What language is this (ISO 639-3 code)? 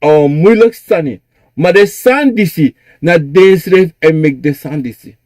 srn